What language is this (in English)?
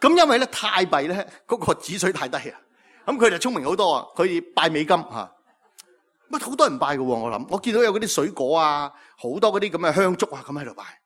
Cantonese